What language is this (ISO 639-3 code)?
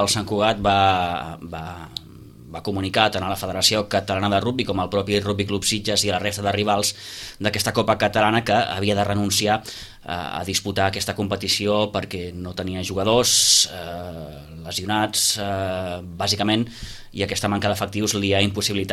cat